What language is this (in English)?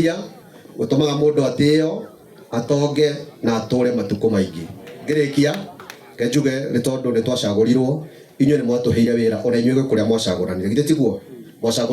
Kikuyu